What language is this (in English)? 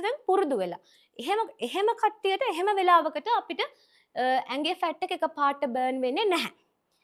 Sinhala